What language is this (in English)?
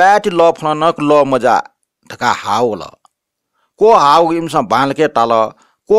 Newari